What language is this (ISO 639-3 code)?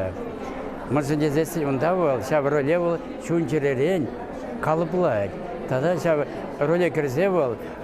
chv